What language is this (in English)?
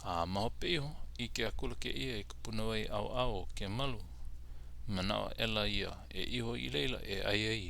Hawaiian